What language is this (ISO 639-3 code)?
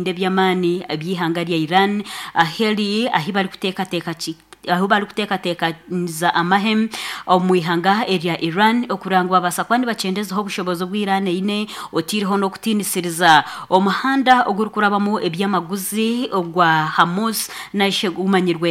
nyn